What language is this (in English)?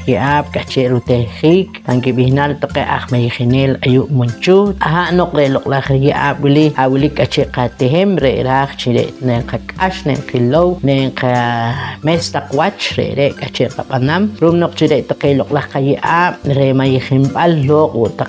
Poqomchi'